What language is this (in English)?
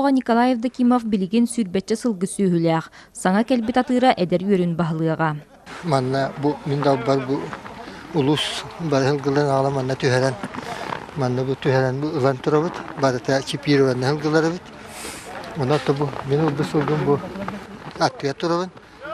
Yakut